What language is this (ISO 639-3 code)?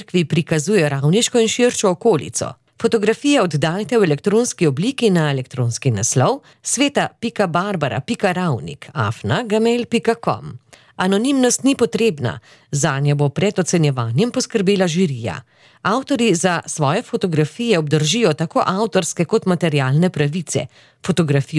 slv